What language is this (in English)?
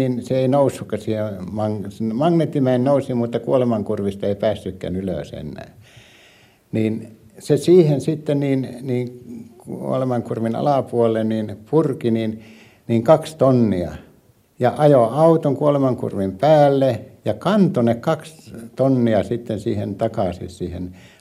Finnish